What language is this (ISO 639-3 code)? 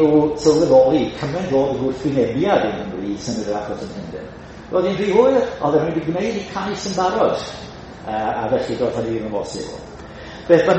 cym